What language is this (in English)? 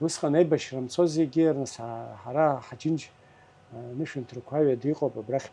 Abkhazian